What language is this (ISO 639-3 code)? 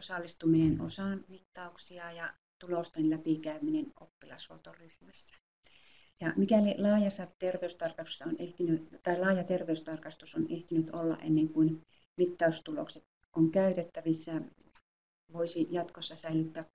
fin